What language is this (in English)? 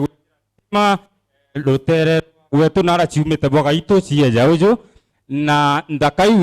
Meru